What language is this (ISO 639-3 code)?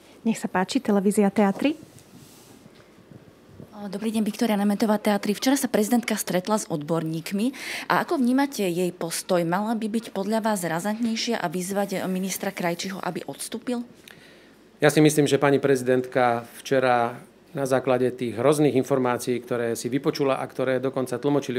slk